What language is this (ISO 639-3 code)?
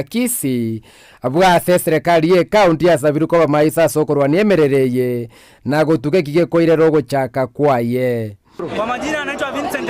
guz